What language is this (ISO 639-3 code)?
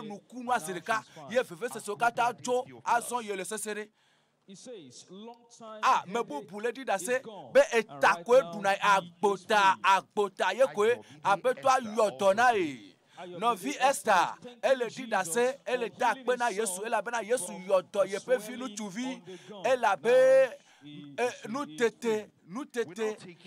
ewe